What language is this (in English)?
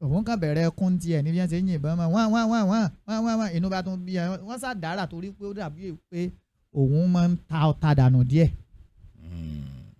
Yoruba